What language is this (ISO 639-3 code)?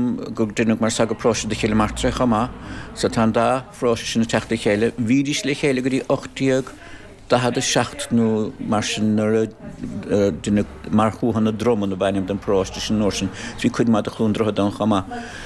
gle